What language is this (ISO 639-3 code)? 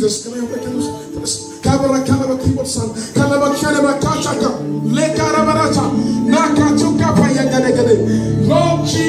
eng